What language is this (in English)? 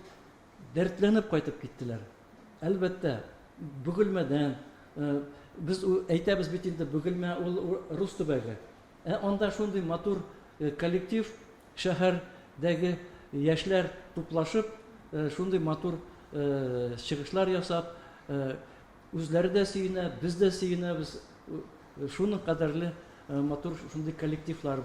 Tatar